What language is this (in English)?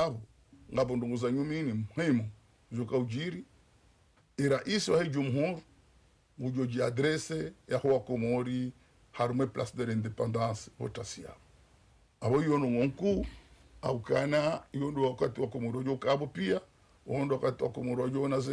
Ngazidja Comorian